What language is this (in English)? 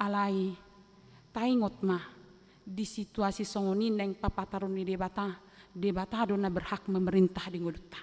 Batak Toba